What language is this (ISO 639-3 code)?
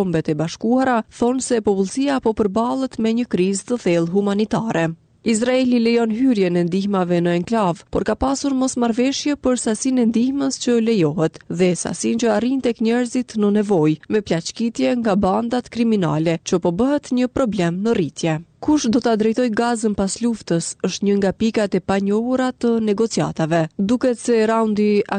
sqi